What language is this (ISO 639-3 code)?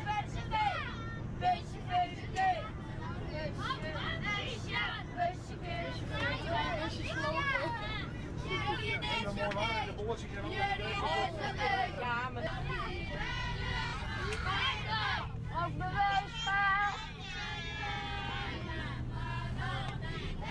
nld